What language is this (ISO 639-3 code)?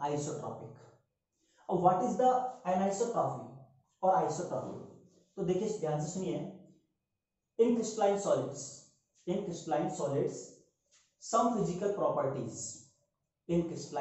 hin